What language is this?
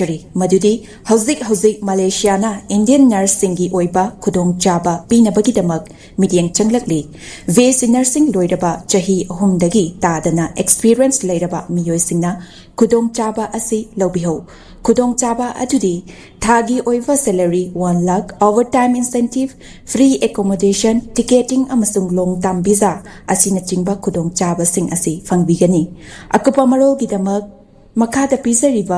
Manipuri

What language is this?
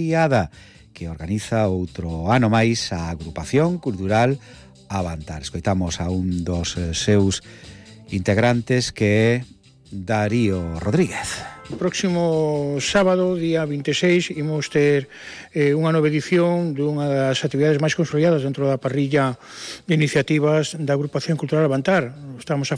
Galician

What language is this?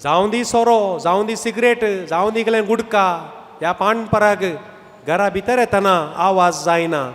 Konkani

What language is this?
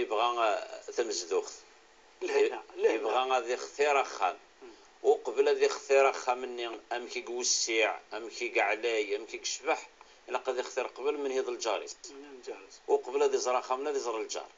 Kabyle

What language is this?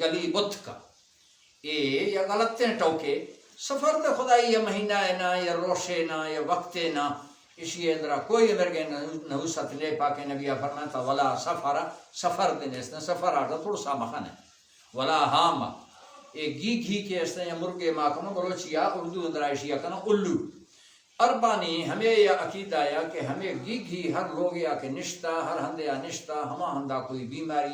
Baluchi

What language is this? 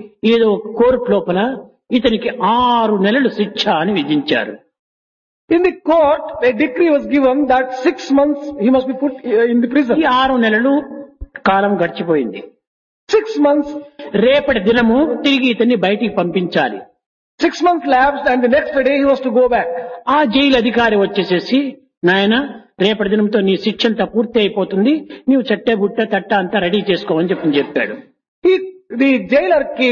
Telugu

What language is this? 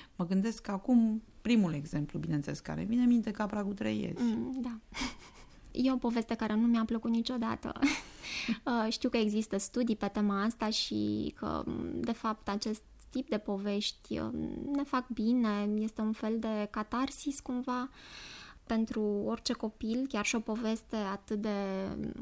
Romanian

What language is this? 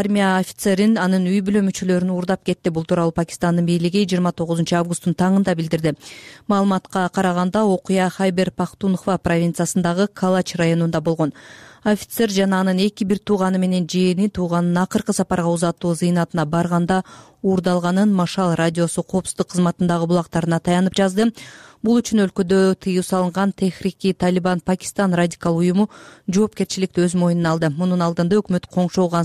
Kyrgyz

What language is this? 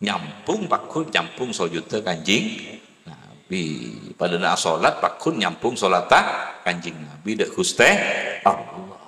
Madurese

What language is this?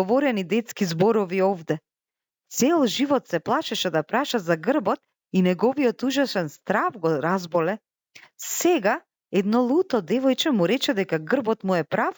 Macedonian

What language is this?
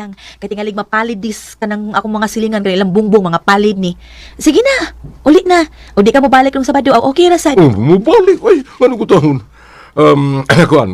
Cebuano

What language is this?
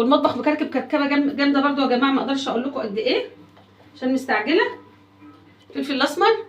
Egyptian Arabic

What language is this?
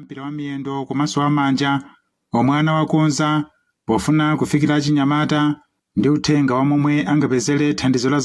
Nyanja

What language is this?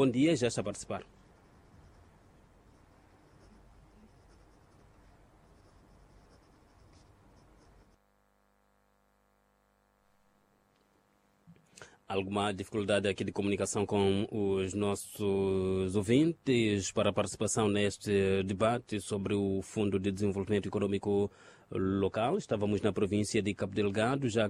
Portuguese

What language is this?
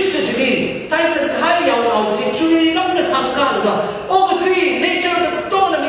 Tangkhul Naga (India)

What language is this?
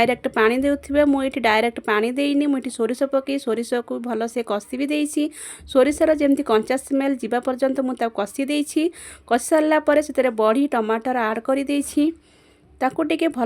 Odia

